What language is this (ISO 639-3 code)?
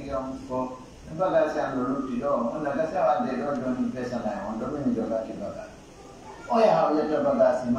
fuf